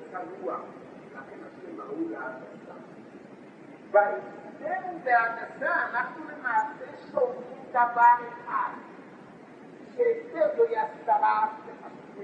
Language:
Hebrew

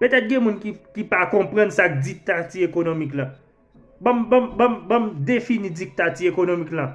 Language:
Haitian Creole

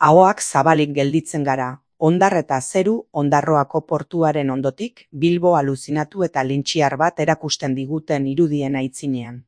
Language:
Basque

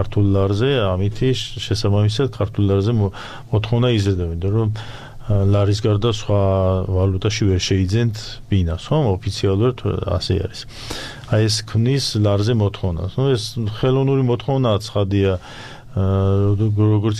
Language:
Georgian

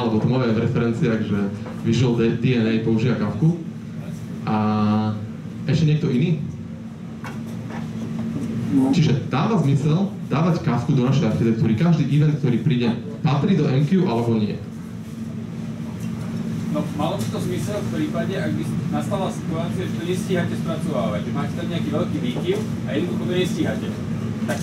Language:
Slovak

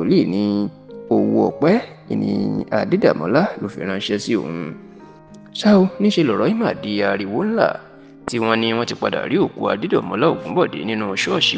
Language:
Yoruba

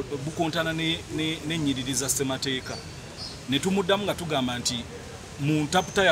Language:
Ganda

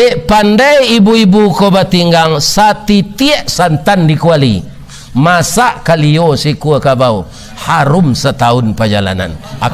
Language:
Minangkabau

